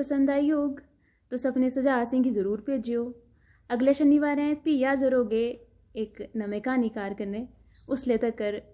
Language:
Dogri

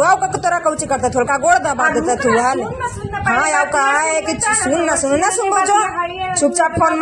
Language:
Magahi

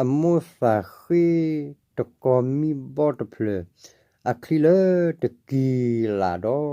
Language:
S'gaw Karen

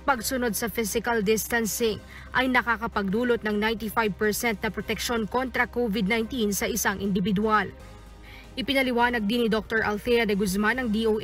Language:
Filipino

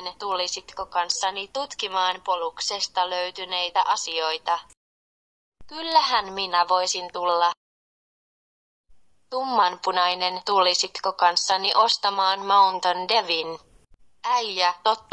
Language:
Finnish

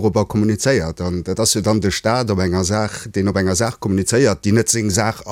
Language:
Luxembourgish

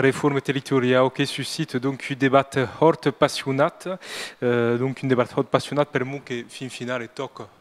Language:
Occitan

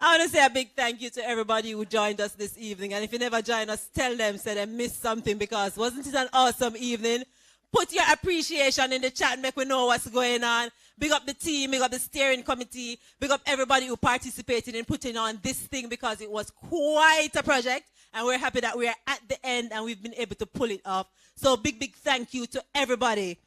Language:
Jamaican Creole English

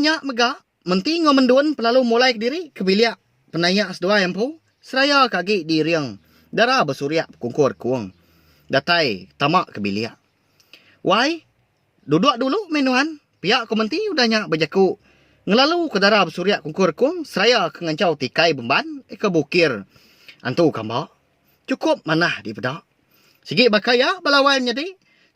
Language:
Iban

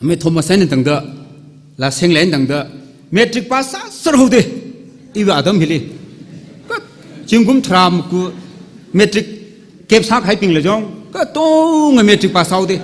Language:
Tangkhul Naga (India)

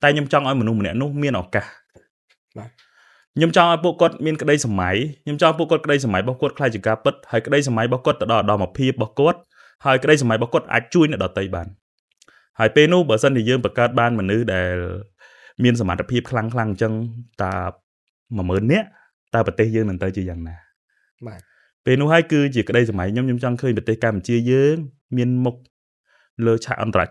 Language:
Khmer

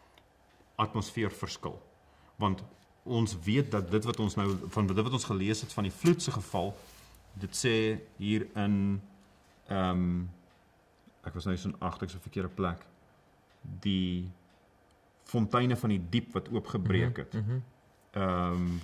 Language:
Afrikaans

